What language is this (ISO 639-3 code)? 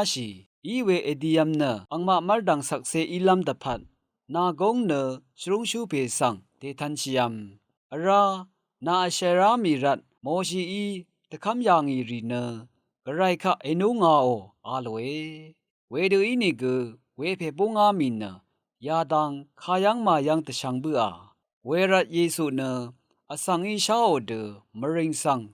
raw